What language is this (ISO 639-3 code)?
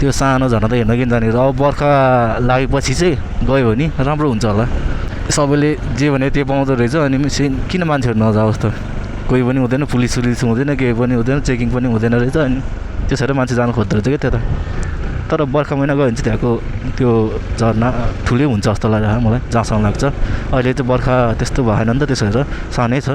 nep